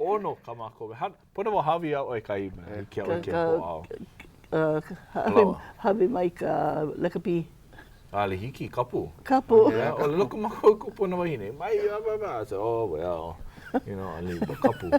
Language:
Hawaiian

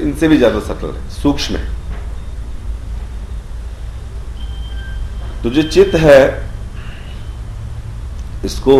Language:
Hindi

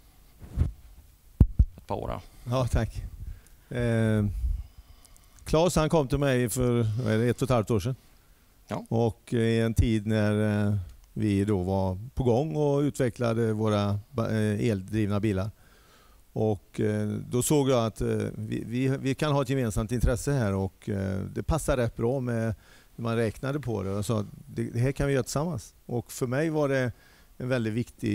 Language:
Swedish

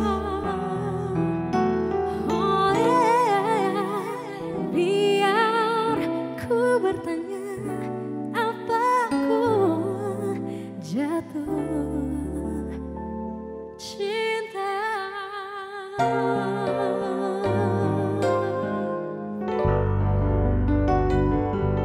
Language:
Indonesian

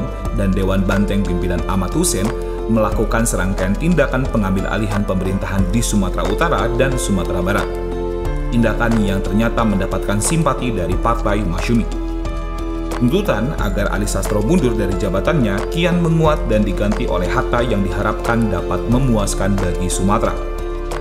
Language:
Indonesian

